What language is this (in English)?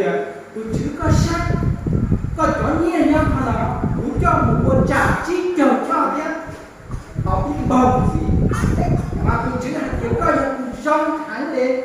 Hmong